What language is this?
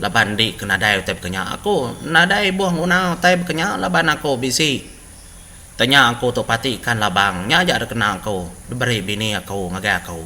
Iban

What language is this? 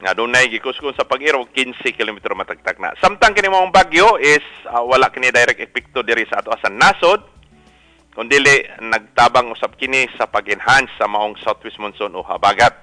Cebuano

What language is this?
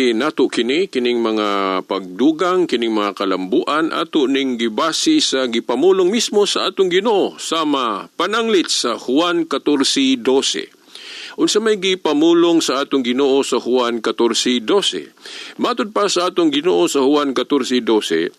Cebuano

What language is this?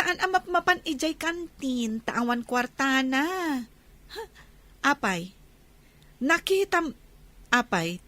Iloko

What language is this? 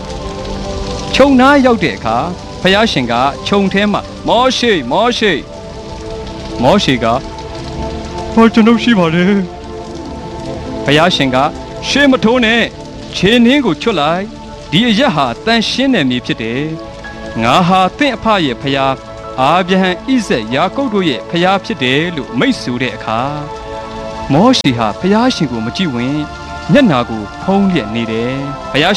Burmese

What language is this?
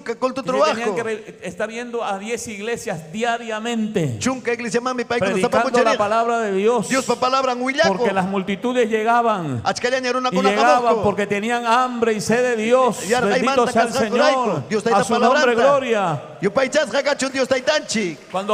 Ayacucho Quechua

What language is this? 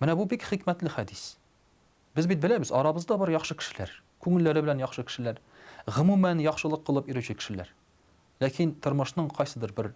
Tatar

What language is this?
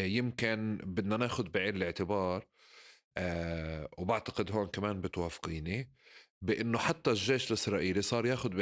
North Levantine Arabic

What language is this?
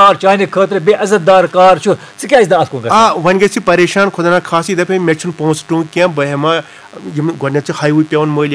Kashmiri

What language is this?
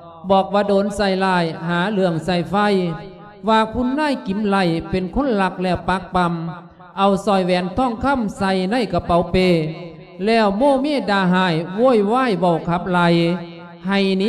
Lao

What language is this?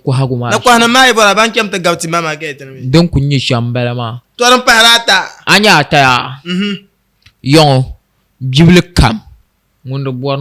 Dagbani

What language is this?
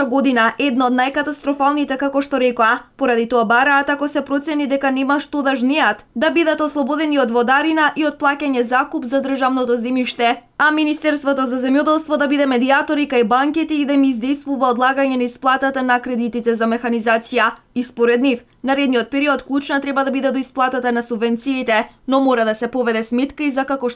Macedonian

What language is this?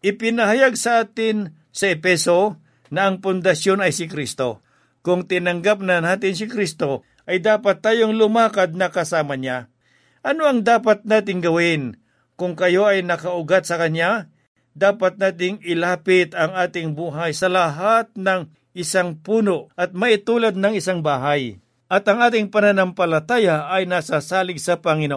Filipino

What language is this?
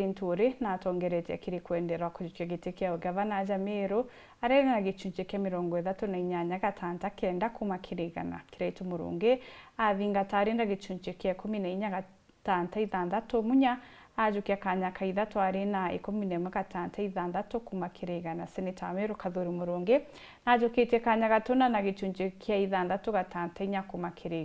Meru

